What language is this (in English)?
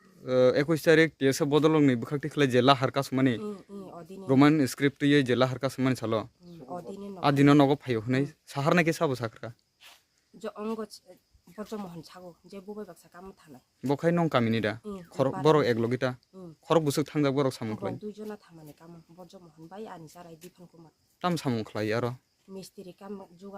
Kok Borok